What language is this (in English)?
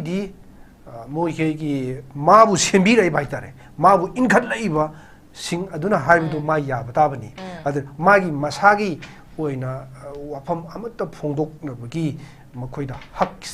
Manipuri